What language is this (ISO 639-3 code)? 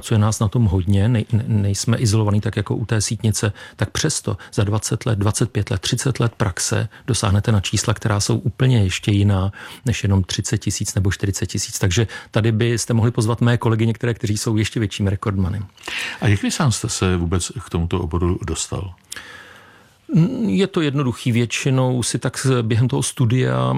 ces